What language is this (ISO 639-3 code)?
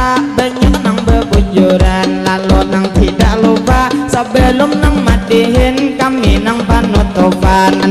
bjn